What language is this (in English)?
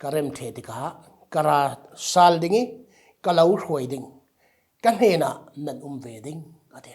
Falam Chin